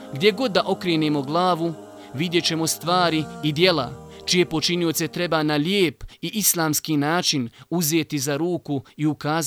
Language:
Bosnian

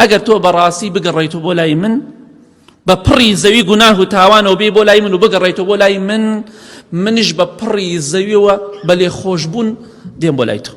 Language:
Central Kurdish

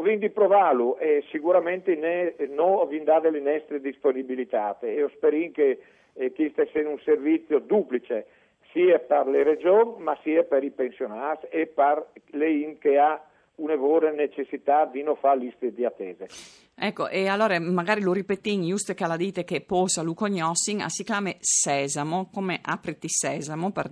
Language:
Friulian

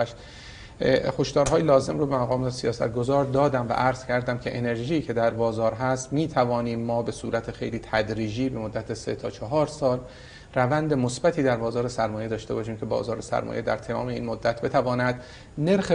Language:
Persian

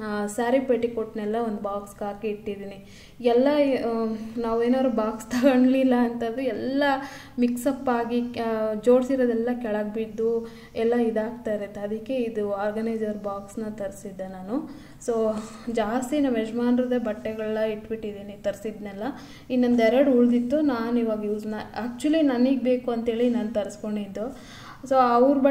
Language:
Kannada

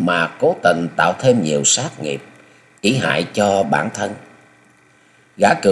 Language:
Vietnamese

